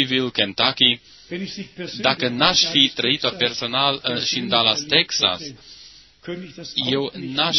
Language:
Romanian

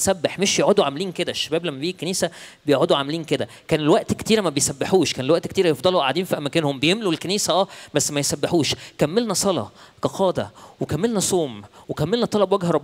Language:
Egyptian Arabic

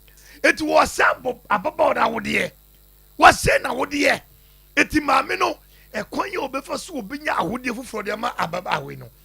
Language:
Akan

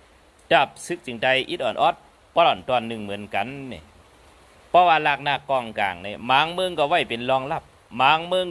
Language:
Shan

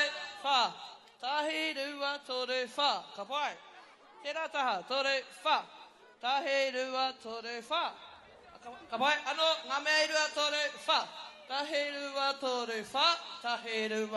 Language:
Māori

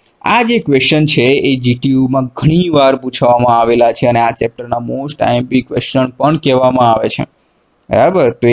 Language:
Gujarati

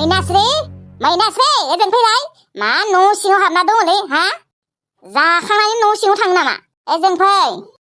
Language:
Bodo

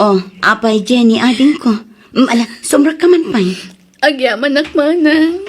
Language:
Iloko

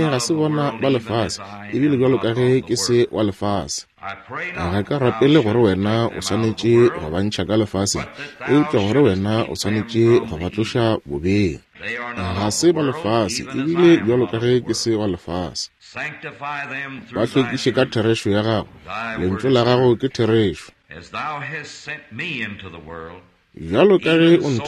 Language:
Northern Sotho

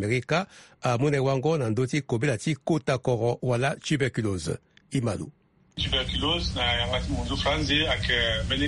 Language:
Sango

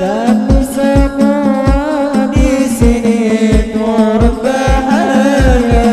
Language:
Banjar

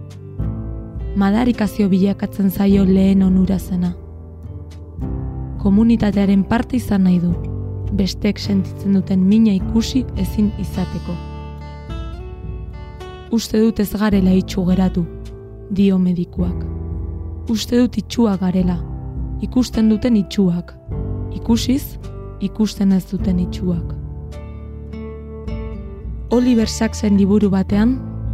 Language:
Basque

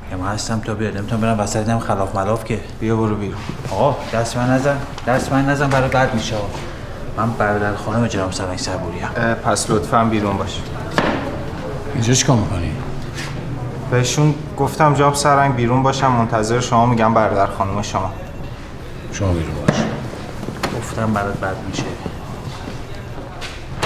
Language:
Persian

